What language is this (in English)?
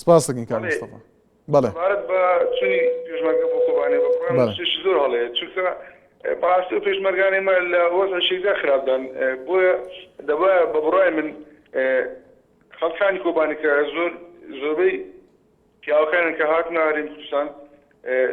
Central Kurdish